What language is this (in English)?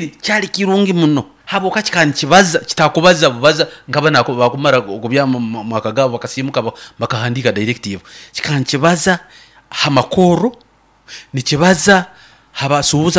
Nyoro